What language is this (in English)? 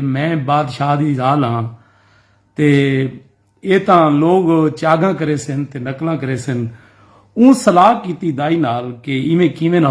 Saraiki